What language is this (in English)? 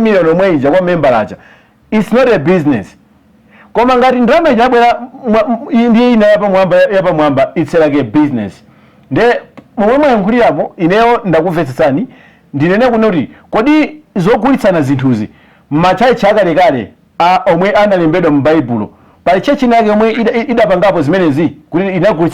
Nyanja